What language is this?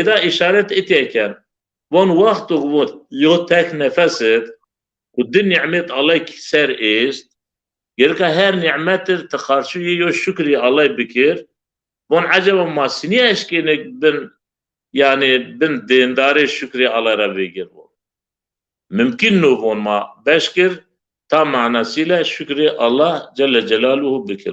Zaza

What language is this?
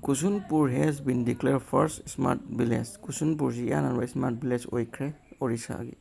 Manipuri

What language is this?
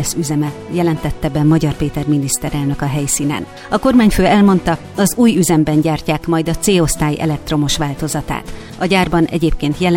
Hungarian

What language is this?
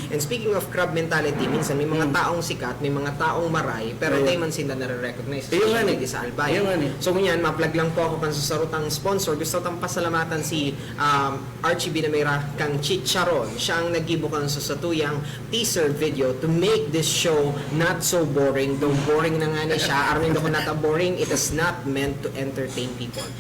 Bikol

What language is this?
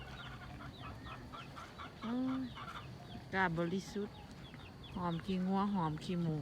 Lao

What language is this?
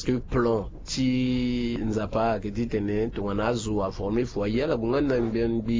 Sango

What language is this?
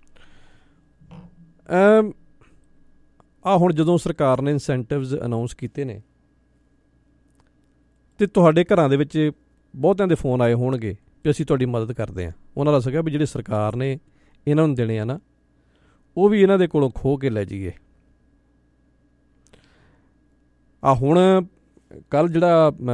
Punjabi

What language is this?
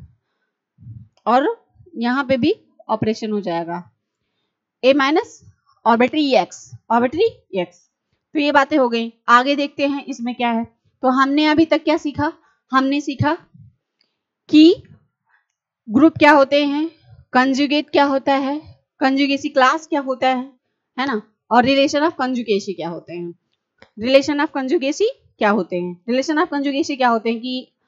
Hindi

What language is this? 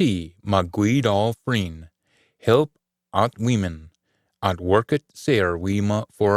Scots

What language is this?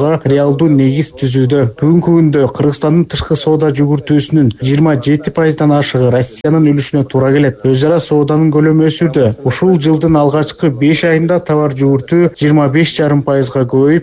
Kyrgyz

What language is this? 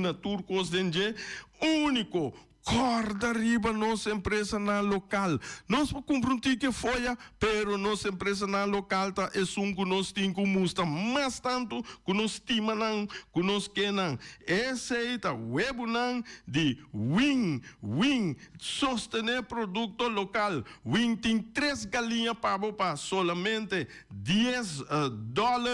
Papiamento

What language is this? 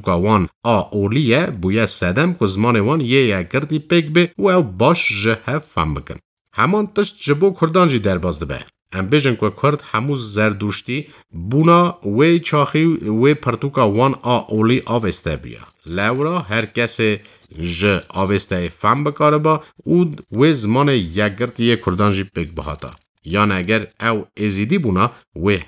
Kurdish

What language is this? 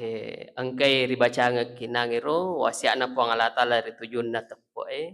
Buginese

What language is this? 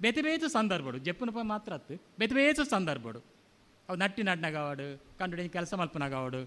Tulu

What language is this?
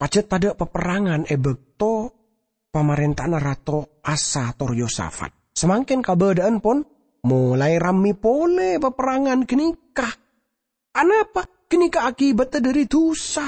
Madurese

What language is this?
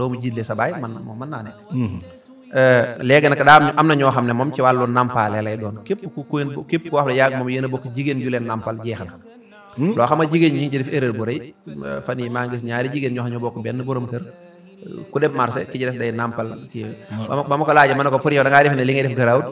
Wolof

